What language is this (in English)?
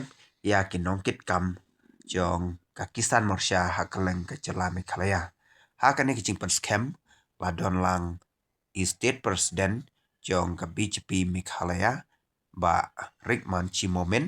Khasi